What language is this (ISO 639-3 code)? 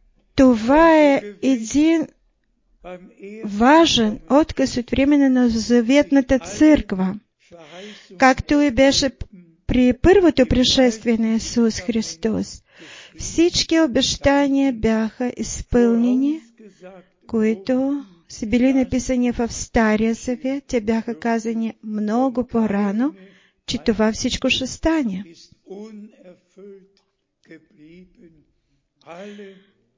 bul